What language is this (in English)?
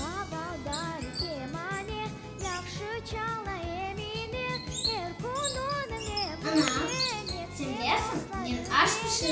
Crimean Tatar